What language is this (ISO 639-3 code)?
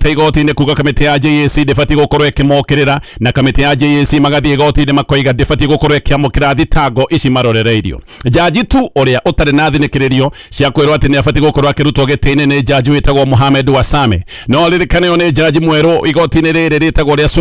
kik